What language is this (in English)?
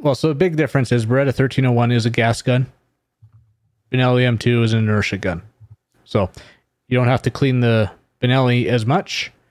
English